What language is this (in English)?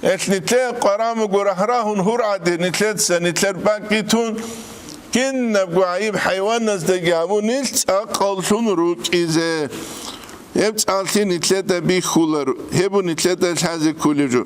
Avaric